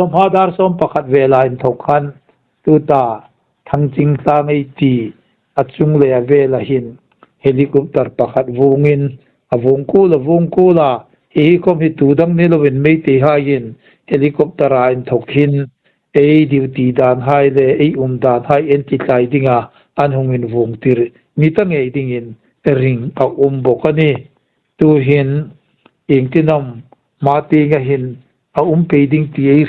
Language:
Hmar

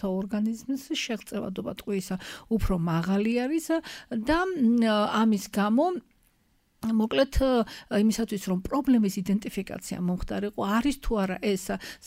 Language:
Georgian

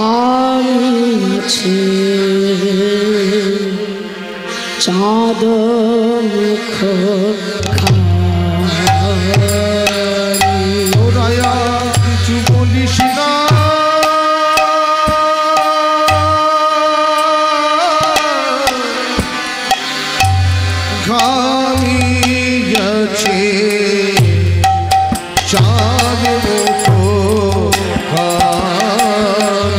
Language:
Bangla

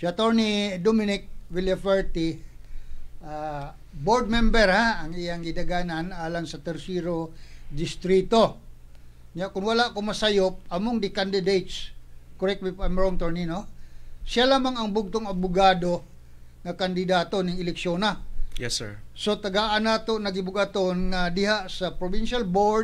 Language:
Cebuano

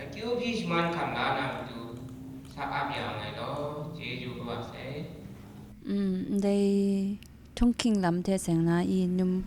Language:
Kachin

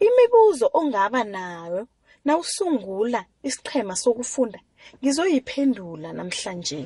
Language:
South Ndebele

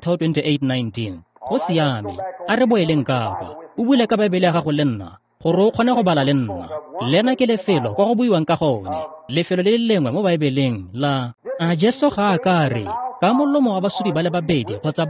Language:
Tswana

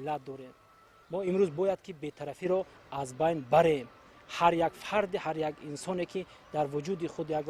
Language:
Tajik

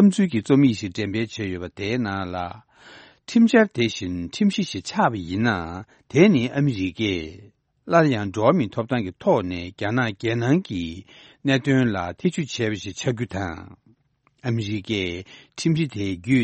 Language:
Tibetan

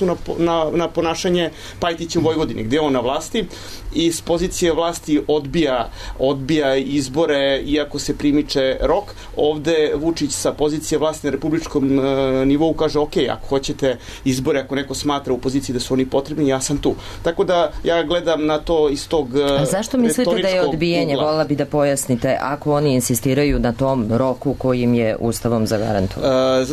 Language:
Serbian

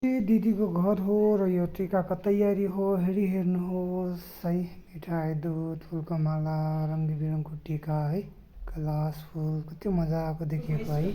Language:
Nepali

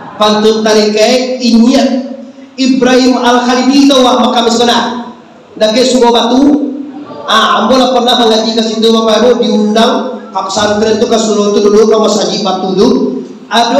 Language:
Minangkabau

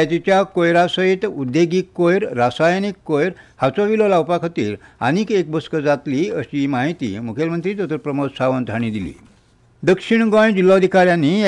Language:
Konkani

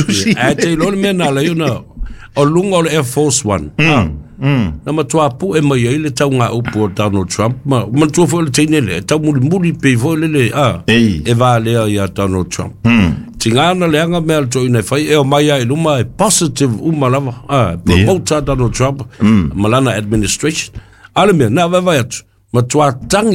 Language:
Samoan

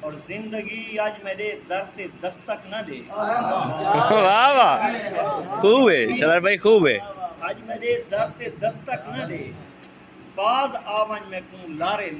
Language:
Saraiki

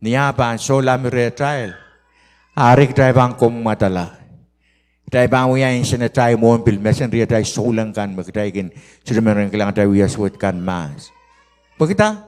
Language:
Pohnpeian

